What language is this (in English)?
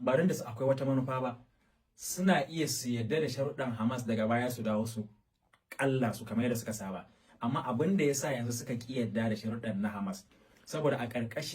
Hausa